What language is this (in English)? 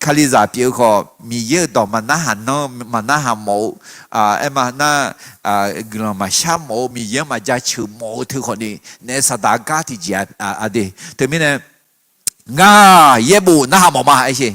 Akha